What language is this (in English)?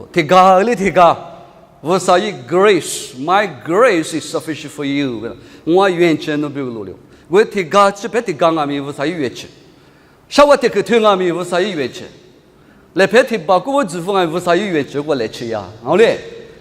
Lisu